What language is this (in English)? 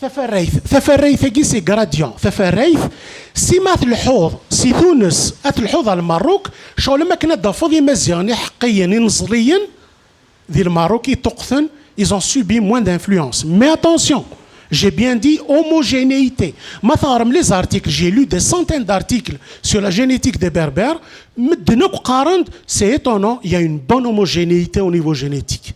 Kabyle